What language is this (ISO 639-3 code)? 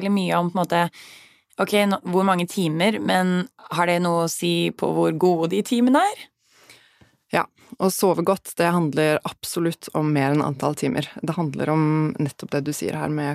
nor